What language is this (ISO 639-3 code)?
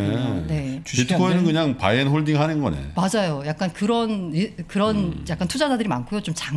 kor